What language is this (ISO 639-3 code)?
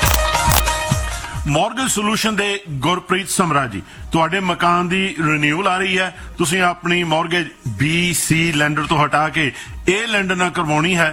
pan